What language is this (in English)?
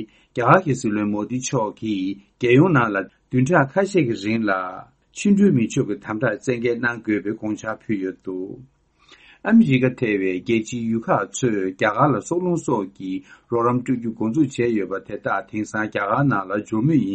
Tibetan